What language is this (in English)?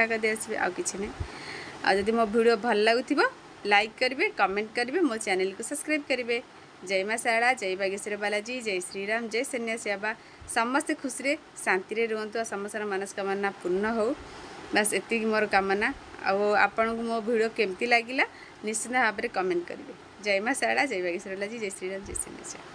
Odia